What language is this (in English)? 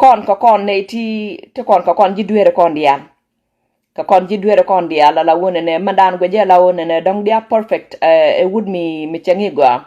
Nuer